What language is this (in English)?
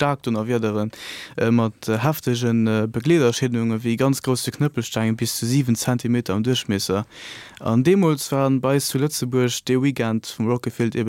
Luxembourgish